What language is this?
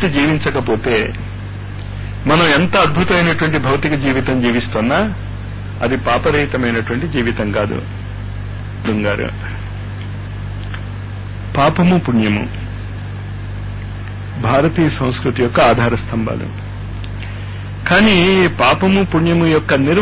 Telugu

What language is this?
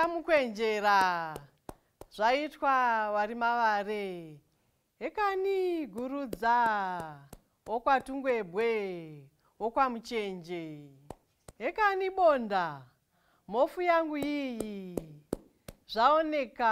Shona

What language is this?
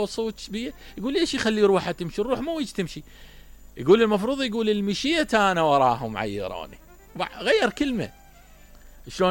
Mesopotamian Arabic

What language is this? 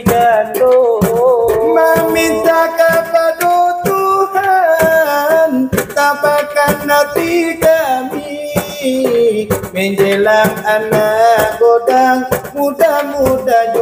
Minangkabau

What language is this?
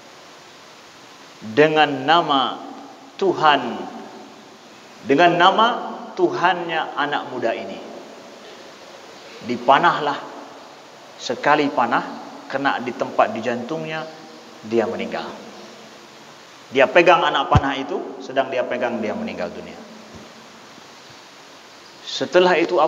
Indonesian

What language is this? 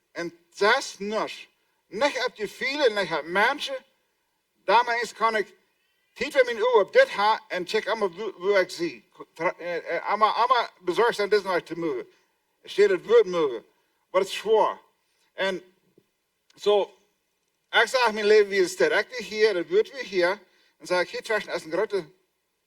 Plautdietsch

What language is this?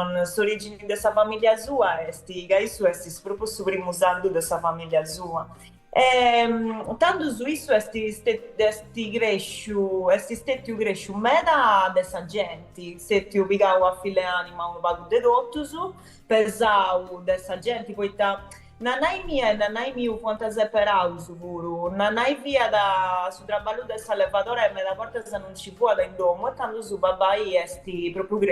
Sardinian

